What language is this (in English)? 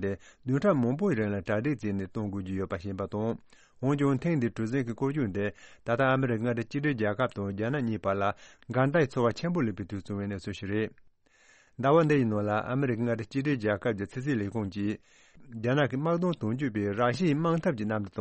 Tibetan